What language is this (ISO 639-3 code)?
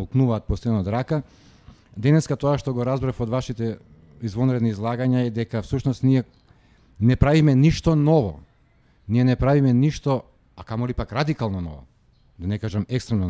mkd